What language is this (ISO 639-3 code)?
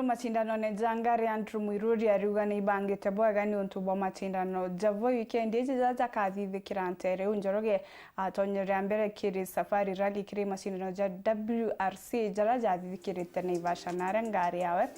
mer